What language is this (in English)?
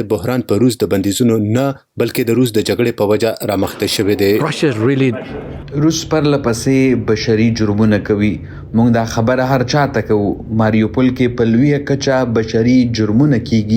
Pashto